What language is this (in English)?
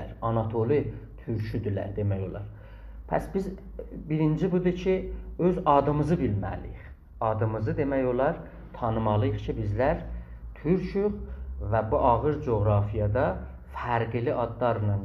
South Azerbaijani